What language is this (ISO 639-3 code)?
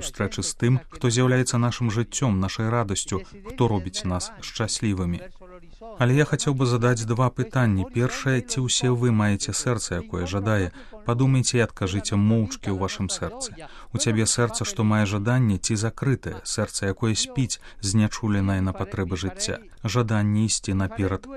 bel